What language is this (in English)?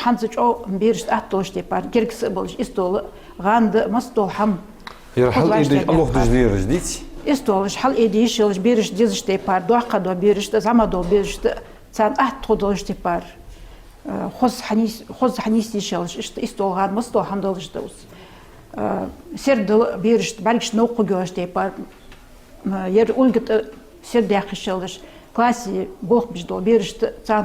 Ingush